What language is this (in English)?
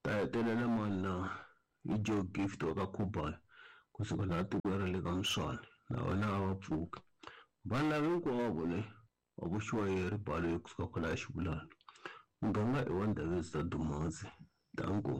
Tsonga